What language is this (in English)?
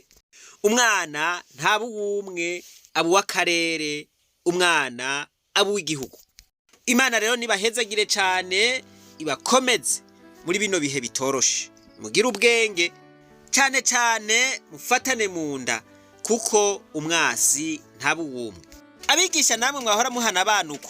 Rundi